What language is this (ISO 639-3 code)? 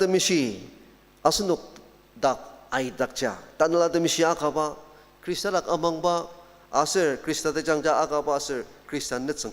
njo